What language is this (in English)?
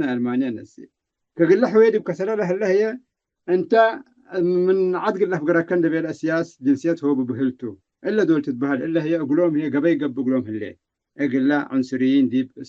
Tigre